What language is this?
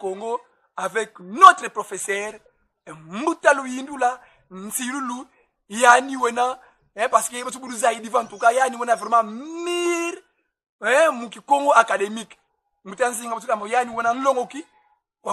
Kongo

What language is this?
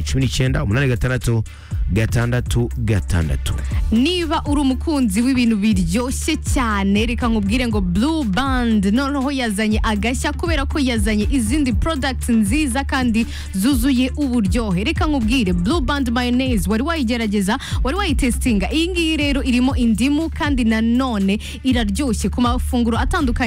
Kinyarwanda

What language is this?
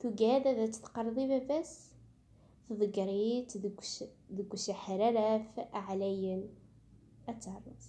Kabyle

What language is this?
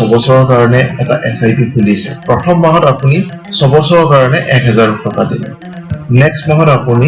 Assamese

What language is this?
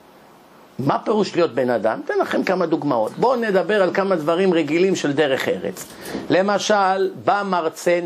Hebrew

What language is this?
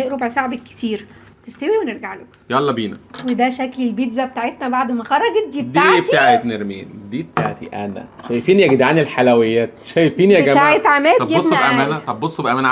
Egyptian Arabic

